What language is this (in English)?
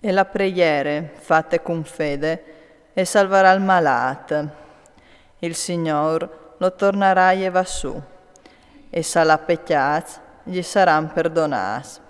Friulian